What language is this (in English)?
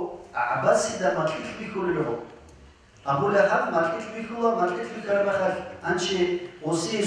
Avaric